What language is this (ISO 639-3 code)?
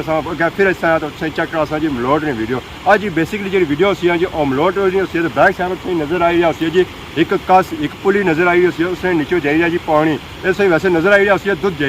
phr